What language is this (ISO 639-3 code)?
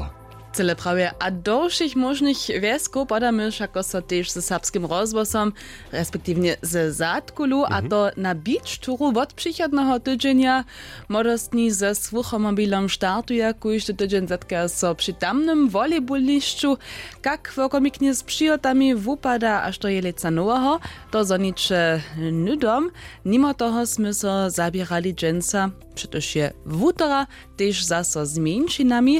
hsb